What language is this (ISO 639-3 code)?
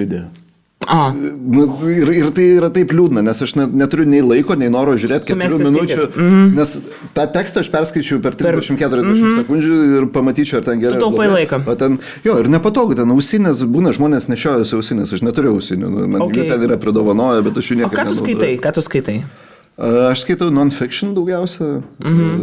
lit